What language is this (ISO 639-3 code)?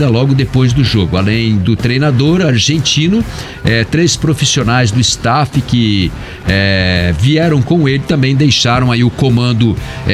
por